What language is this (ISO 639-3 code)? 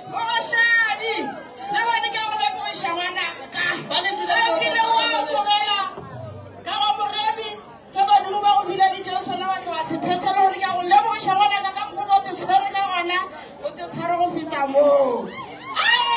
nso